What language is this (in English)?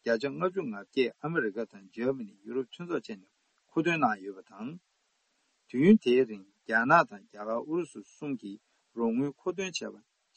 Tibetan